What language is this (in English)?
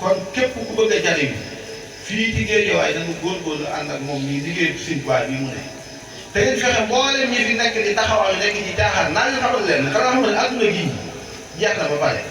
Wolof